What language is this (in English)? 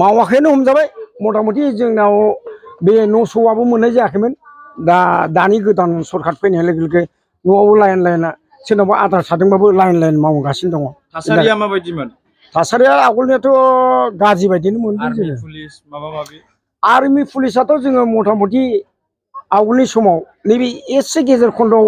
Bodo